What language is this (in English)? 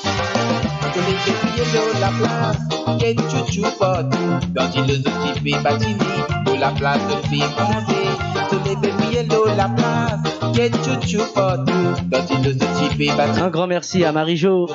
Morisyen